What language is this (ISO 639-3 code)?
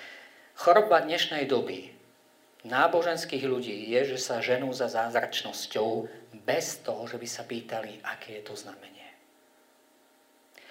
slk